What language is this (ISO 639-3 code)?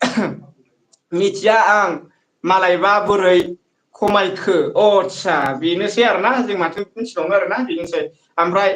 brx